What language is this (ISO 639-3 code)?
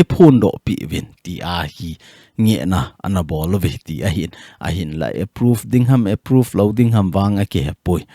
tcz